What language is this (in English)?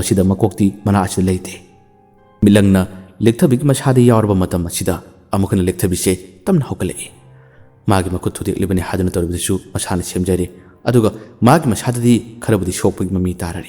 Manipuri